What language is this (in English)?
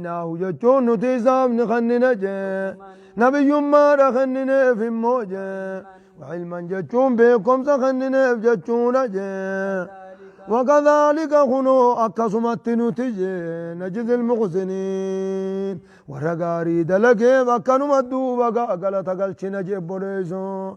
Oromo